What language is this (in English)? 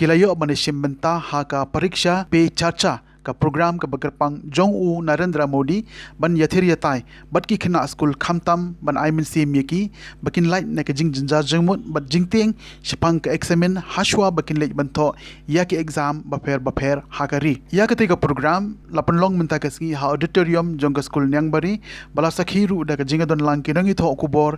Khasi